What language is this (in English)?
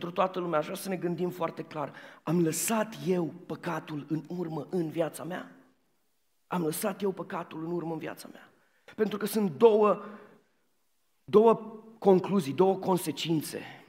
Romanian